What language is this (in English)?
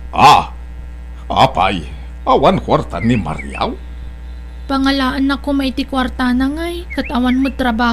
Iloko